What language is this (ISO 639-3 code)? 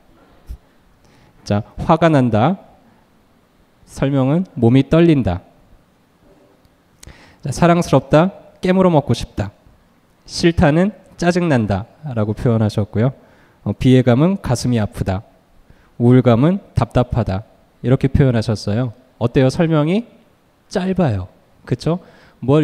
kor